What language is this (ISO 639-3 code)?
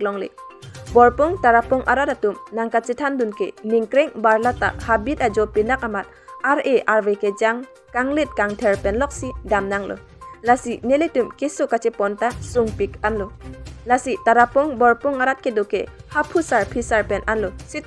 mjw